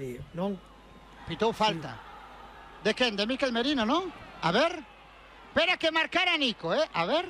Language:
Galician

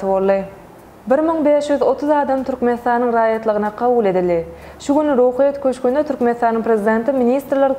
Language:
Turkmen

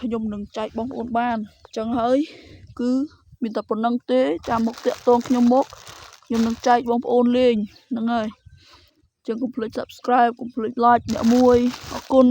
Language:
Khmer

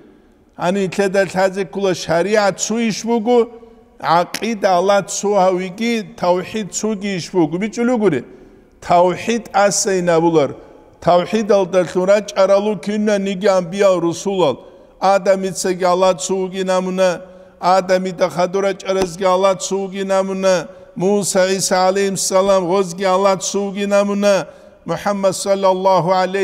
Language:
Avaric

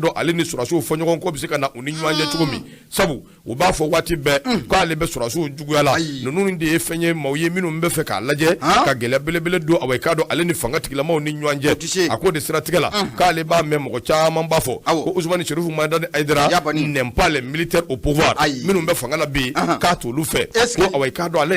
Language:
Bambara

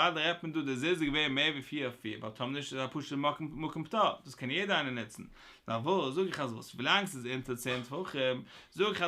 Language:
Yiddish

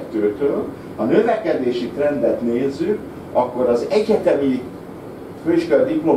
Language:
Hungarian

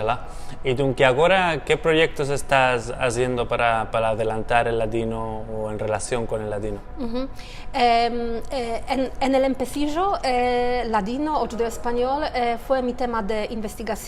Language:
Ladino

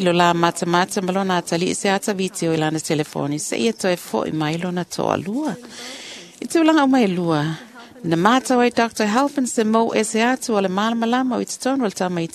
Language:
Samoan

